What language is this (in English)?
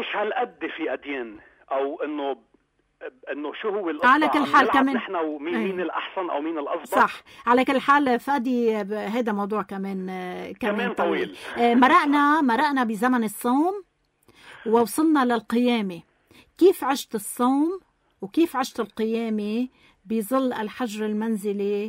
North Levantine Arabic